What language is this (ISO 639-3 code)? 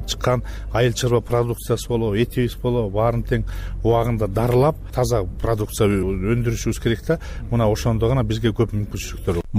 kir